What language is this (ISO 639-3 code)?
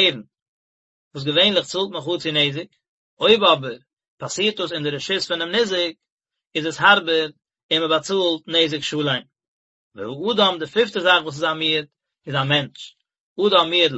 yid